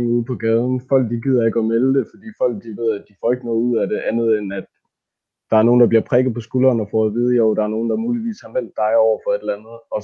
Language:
Danish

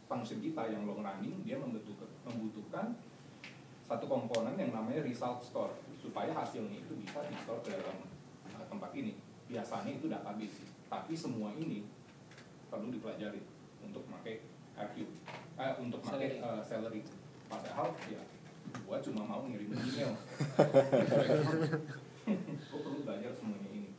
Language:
Indonesian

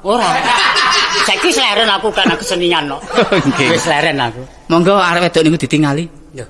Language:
Javanese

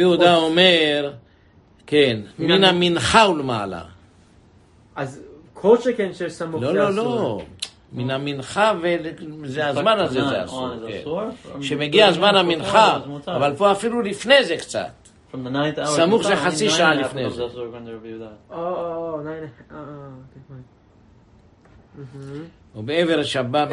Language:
Hebrew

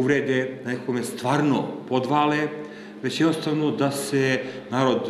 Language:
Serbian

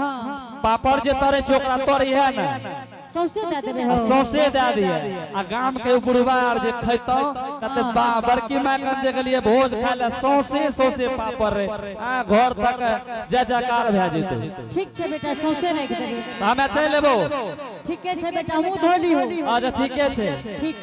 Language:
Angika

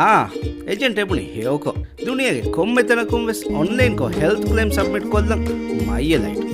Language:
Divehi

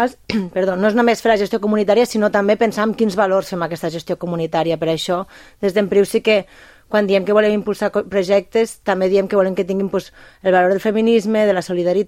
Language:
Catalan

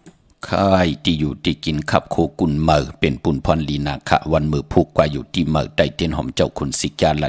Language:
Shan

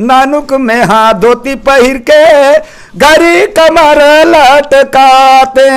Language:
Chhattisgarhi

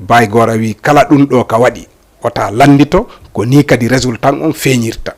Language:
Fula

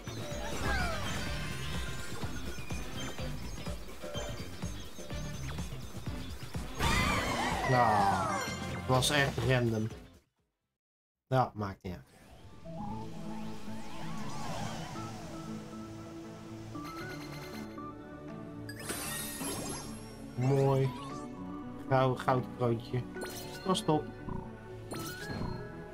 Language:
Dutch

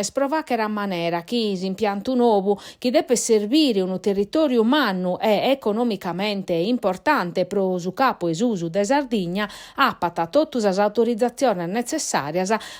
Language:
Sardinian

